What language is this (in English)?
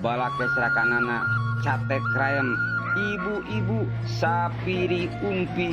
Sundanese